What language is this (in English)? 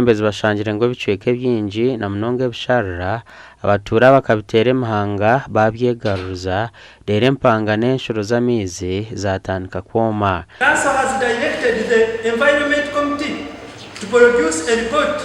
Nyankole